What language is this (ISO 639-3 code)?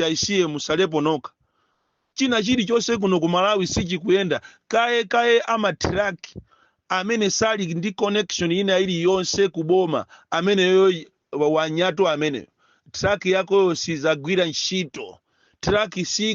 nya